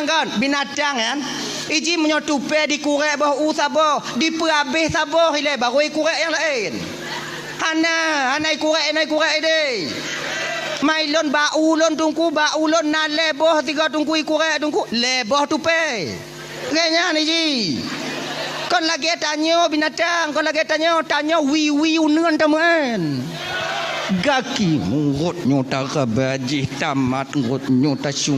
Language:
Achinese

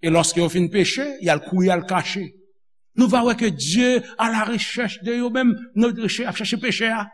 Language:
Haitian Creole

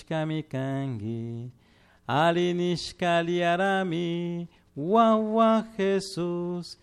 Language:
Chimborazo Highland Quichua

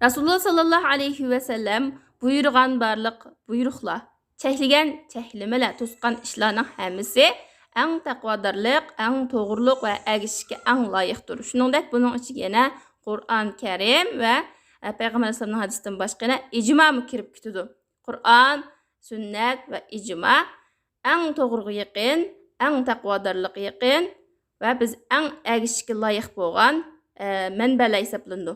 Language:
Uyghur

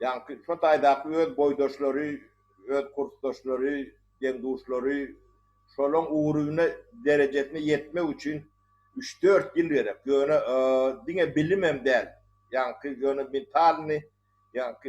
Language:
Turkmen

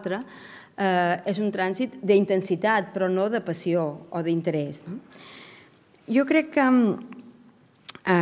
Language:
Catalan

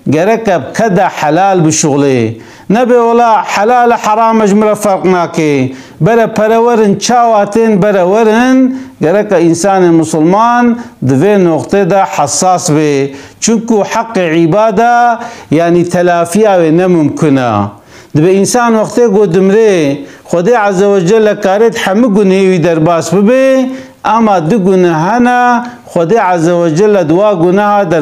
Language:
Kurdish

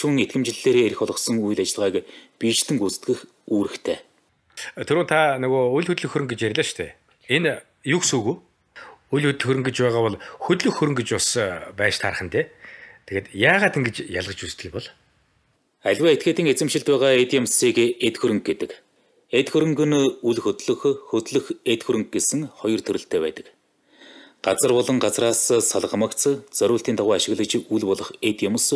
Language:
Mongolian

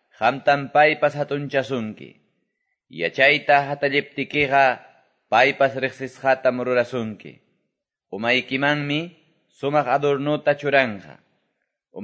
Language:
Quechua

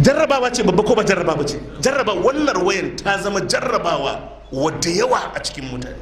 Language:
Hausa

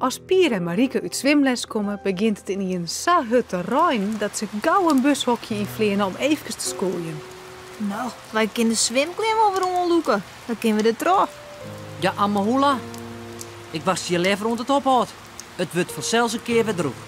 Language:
Western Frisian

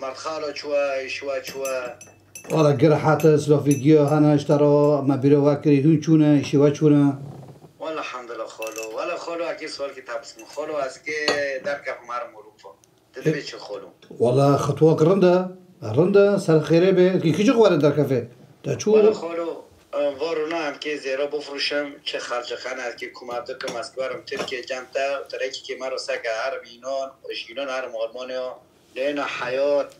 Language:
Kurdish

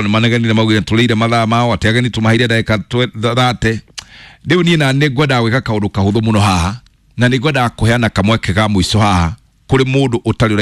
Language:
Kikuyu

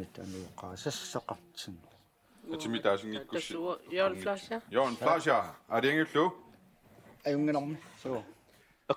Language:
Kalaallisut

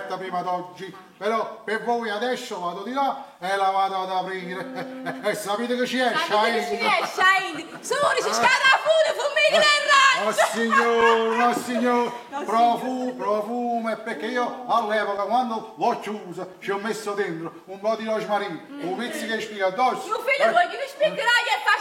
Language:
Neapolitan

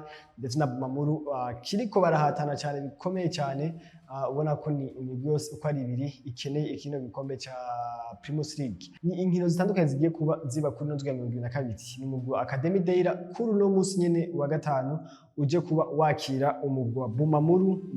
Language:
Rundi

